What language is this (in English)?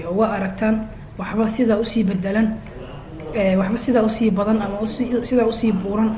Somali